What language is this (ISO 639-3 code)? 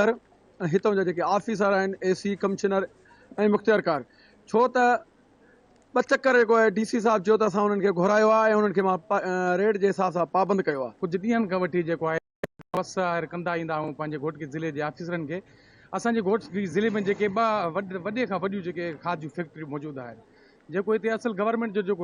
snd